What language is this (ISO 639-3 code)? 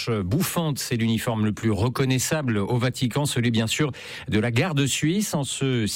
fra